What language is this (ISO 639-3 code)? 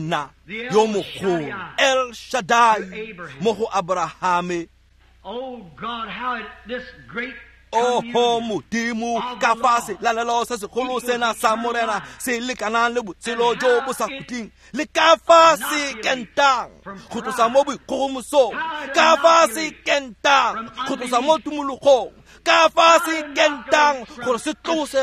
tsn